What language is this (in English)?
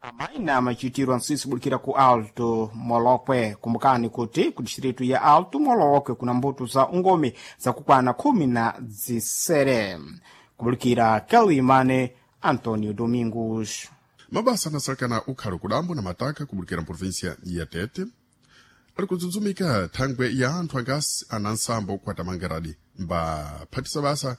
Sena